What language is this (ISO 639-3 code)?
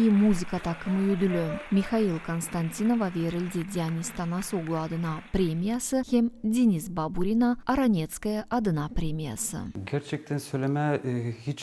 gag